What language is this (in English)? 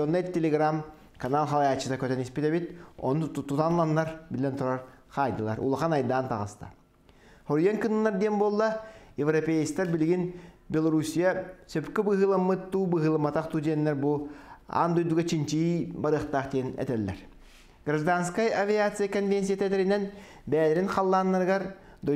Yakut